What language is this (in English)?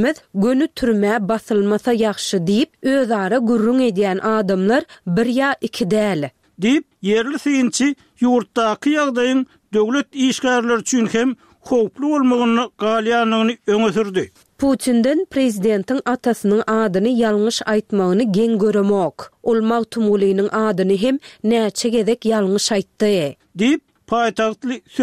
Turkmen